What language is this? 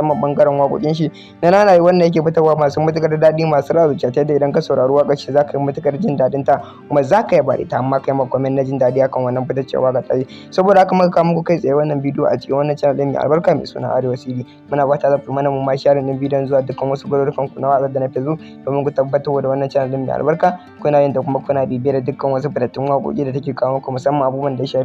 Hausa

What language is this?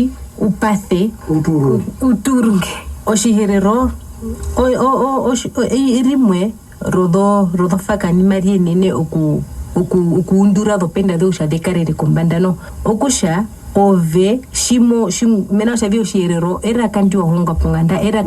Herero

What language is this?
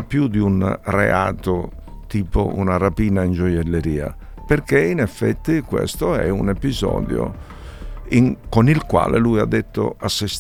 Italian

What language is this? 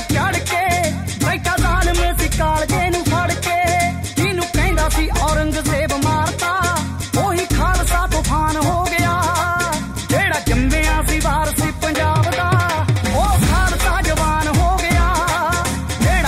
Punjabi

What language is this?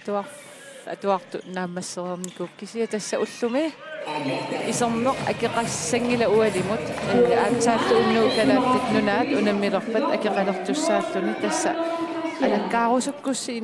Kalaallisut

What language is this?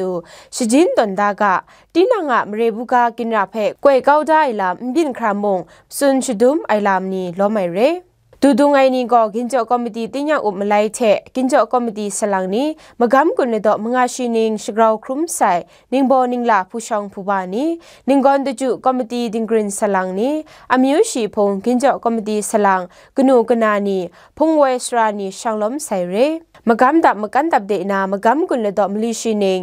Kachin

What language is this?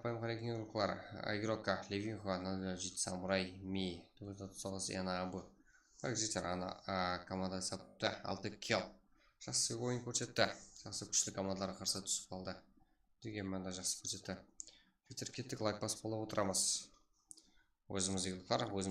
Kara-Kalpak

